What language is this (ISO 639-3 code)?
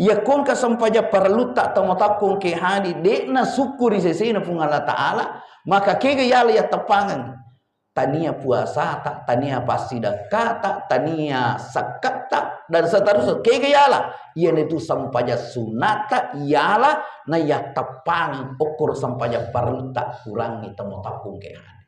bug